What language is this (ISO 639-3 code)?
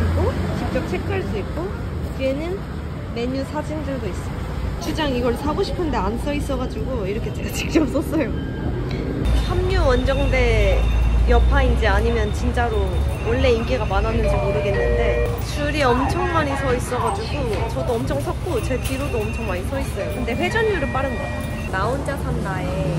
kor